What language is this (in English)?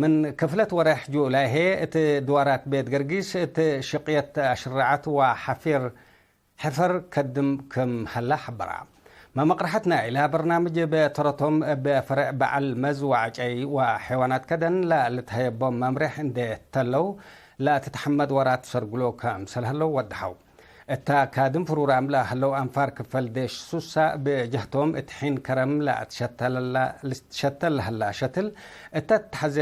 Tigre